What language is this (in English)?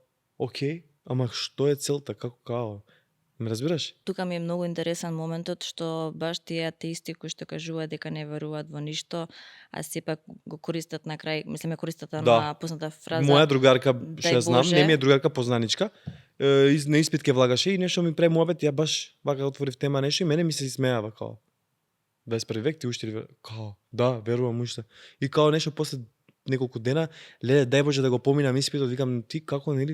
Macedonian